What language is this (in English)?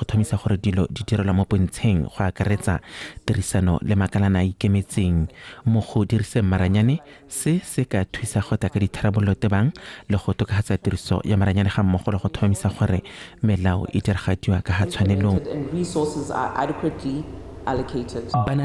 Tswana